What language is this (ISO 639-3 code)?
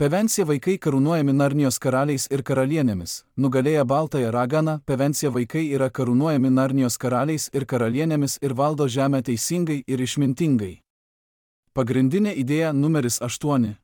lit